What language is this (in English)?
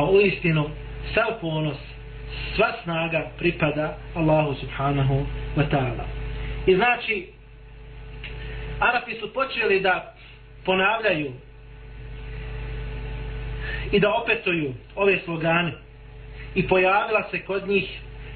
Bosnian